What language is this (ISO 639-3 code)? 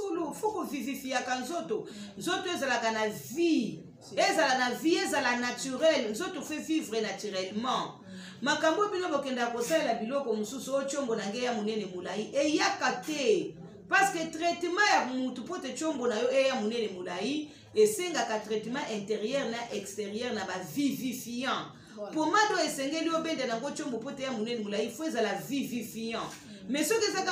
lin